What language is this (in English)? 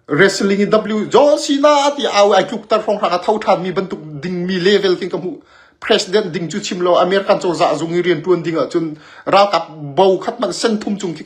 Hakha Chin